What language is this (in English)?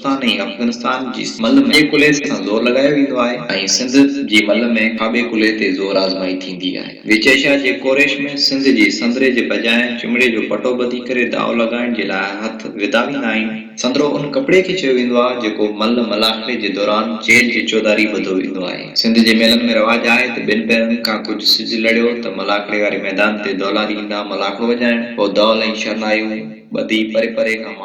Sindhi